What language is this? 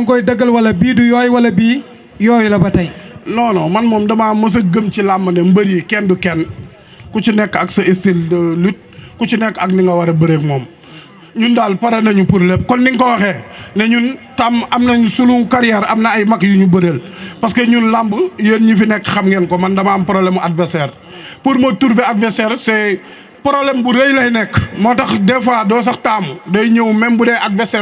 Wolof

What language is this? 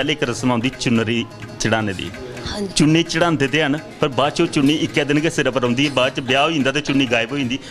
Dogri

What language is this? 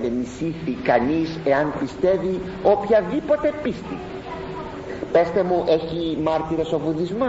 Greek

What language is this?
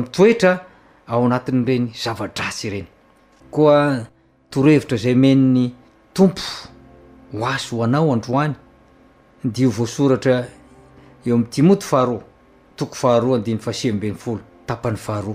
Malagasy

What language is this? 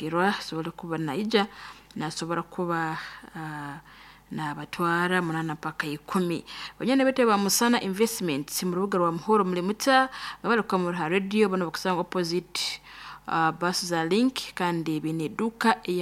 Nyoro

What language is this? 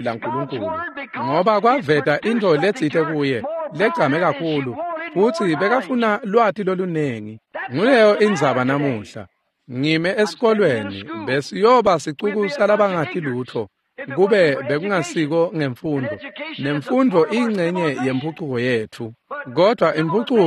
Swati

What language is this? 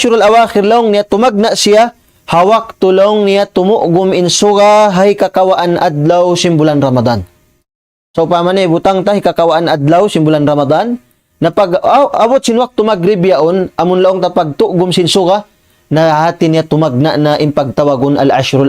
Tausug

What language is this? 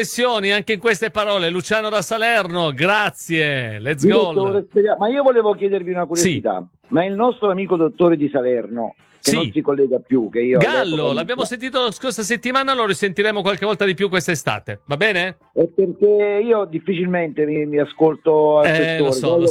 Italian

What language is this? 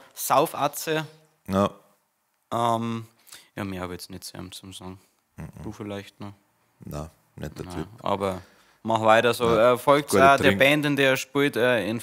Bavarian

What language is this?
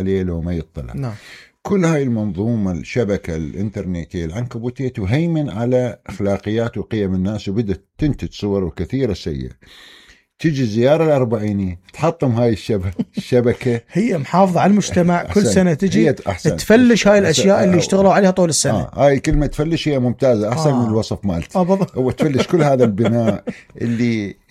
Mesopotamian Arabic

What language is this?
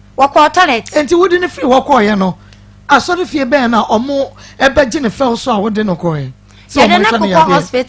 Akan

